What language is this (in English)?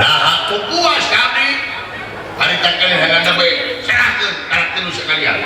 Sundanese